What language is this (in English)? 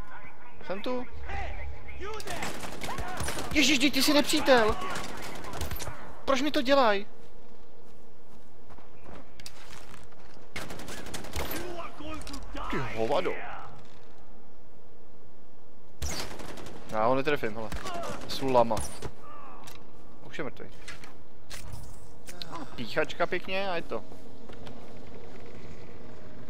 Czech